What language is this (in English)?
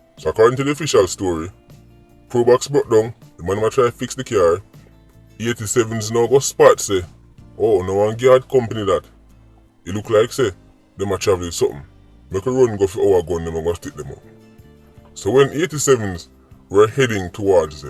Jamaican Creole English